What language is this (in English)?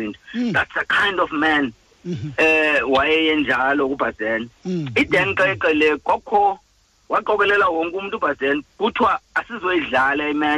Xhosa